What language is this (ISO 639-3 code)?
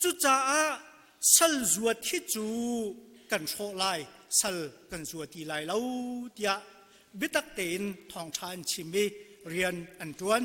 cnh